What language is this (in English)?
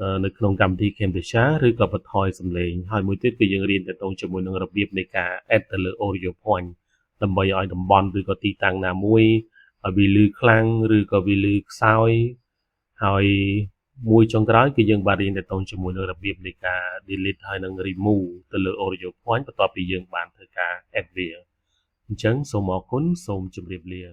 Khmer